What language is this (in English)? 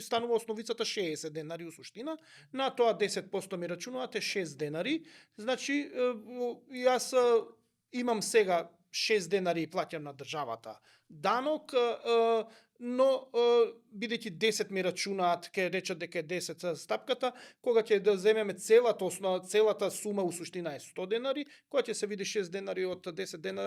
Macedonian